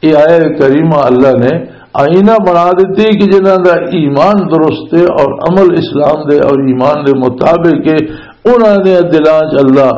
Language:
Western Panjabi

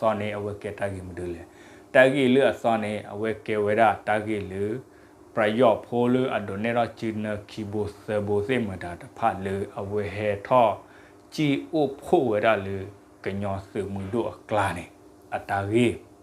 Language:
S'gaw Karen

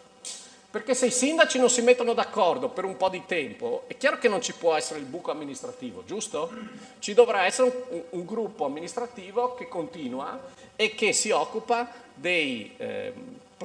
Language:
Italian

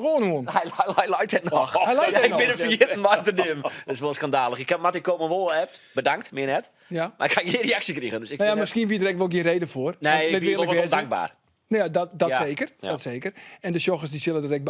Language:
Western Frisian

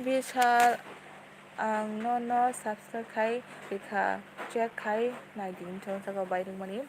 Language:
Kok Borok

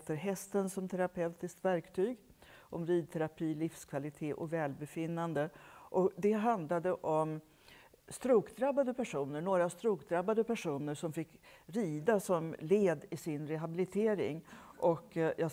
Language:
Swedish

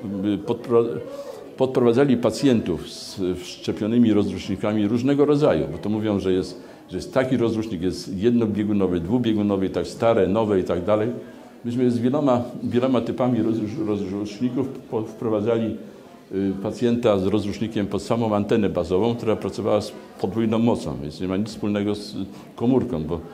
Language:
Polish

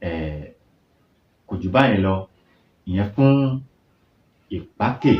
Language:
Yoruba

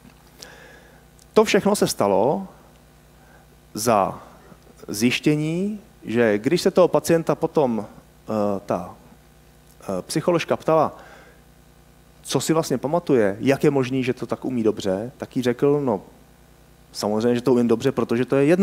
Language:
Czech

